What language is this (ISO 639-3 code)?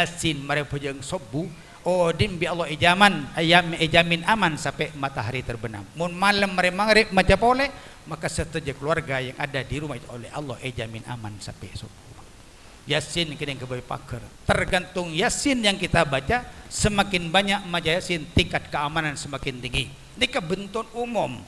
mad